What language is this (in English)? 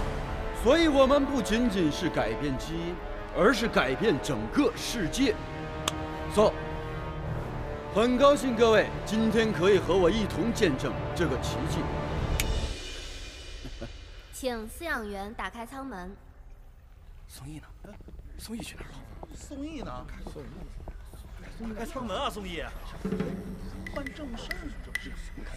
Chinese